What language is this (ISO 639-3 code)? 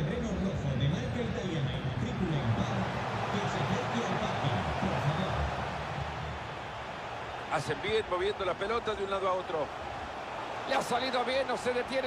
spa